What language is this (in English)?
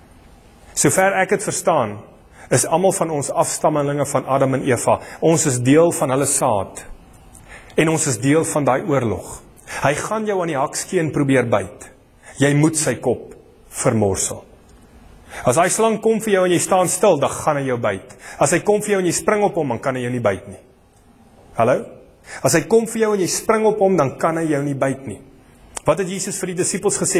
Afrikaans